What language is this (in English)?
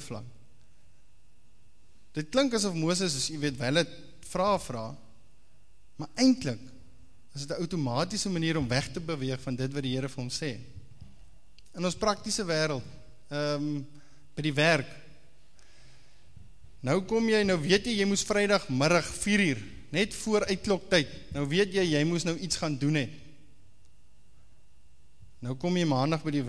Afrikaans